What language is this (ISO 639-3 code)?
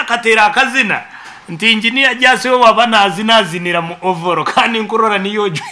nyn